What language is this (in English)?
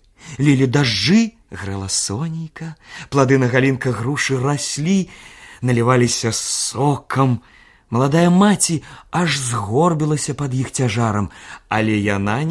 Belarusian